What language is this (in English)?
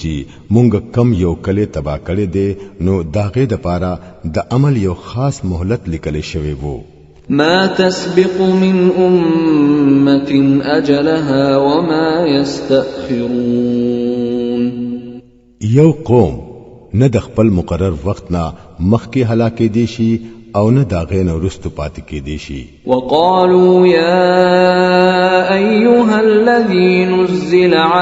Pashto